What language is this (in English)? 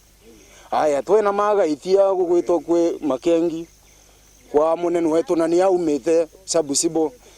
Meru